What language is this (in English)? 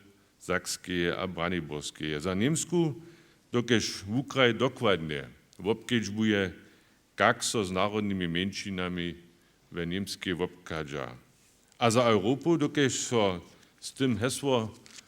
Upper Sorbian